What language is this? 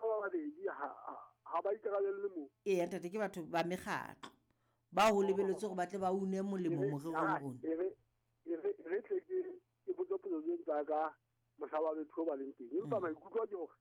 Southern Sotho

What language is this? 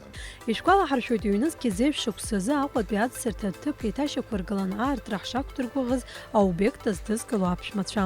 Abkhazian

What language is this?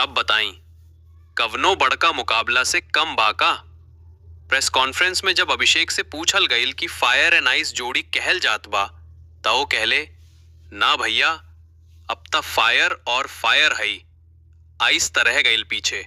Bhojpuri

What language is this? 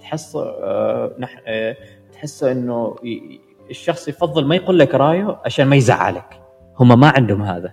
Gulf Arabic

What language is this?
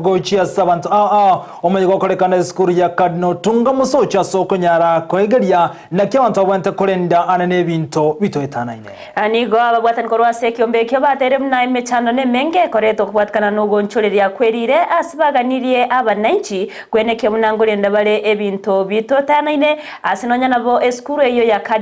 Gusii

